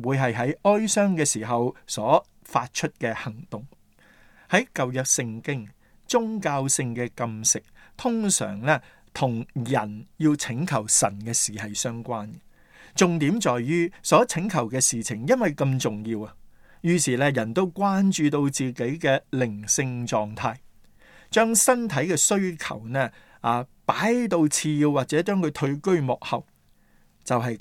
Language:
Cantonese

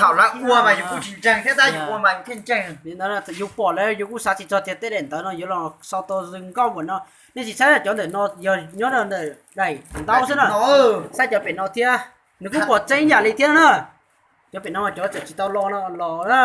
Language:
Hmong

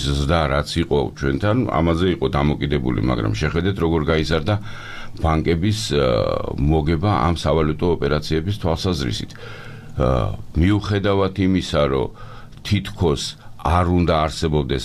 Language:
Georgian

